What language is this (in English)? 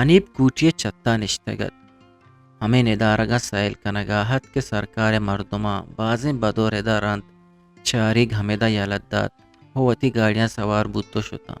Eastern Balochi